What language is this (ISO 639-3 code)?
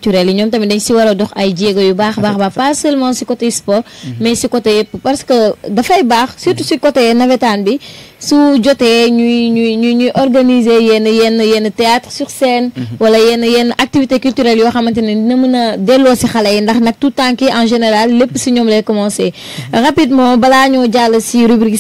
wol